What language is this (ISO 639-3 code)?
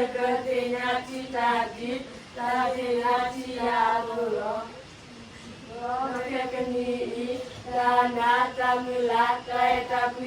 ksw